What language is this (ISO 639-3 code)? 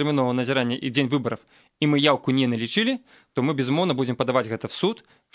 bel